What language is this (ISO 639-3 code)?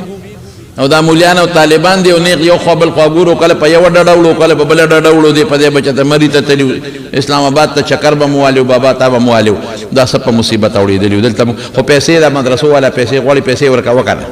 pus